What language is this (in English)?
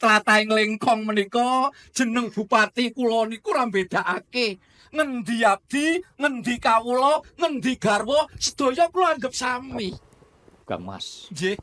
Javanese